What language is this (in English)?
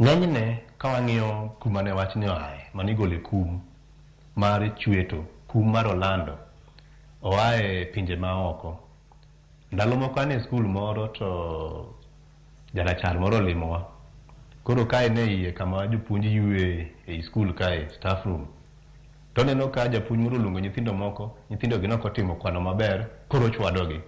Luo (Kenya and Tanzania)